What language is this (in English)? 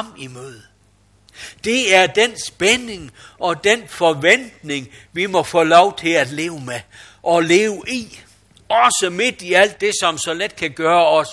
Danish